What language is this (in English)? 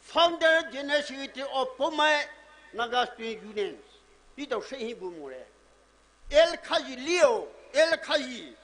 Poumei Naga